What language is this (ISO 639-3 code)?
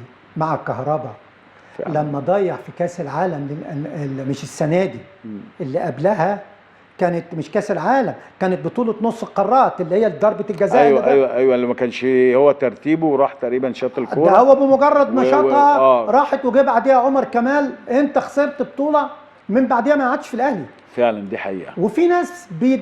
arz